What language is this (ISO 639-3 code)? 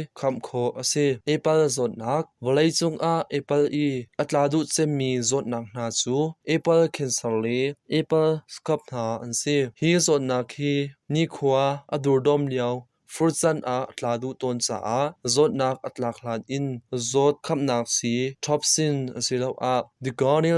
cnh